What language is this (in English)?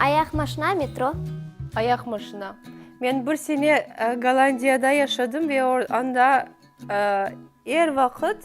Crimean Tatar